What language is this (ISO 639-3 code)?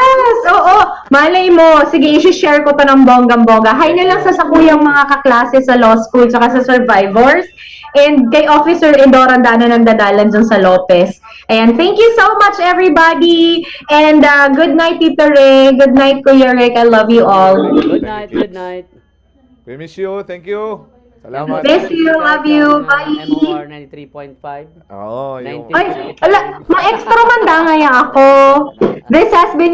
bik